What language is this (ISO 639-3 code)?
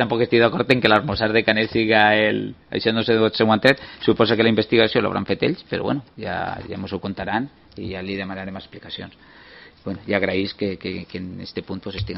cat